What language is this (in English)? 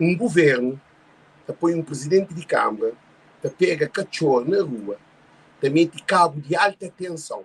Kabuverdianu